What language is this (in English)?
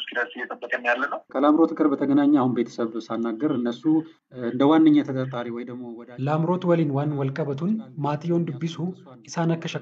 Oromo